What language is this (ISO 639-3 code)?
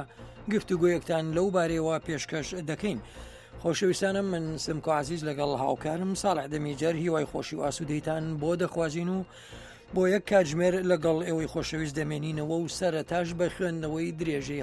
ckb